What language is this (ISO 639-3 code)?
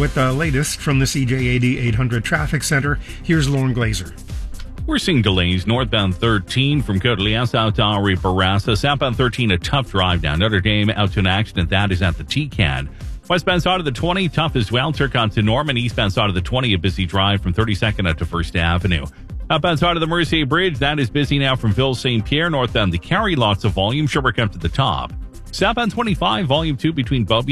eng